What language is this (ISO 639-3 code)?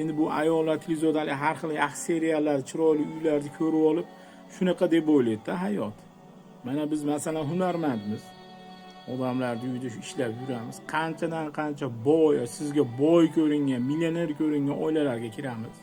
uzb